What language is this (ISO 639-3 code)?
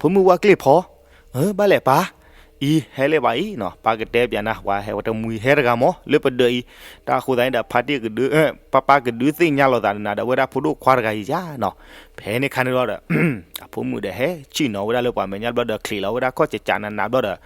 ksw